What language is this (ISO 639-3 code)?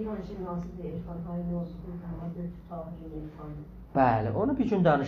azb